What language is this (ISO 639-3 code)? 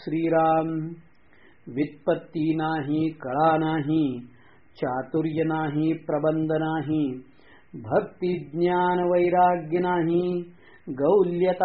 mar